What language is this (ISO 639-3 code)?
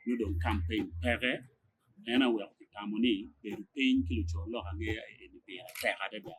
ach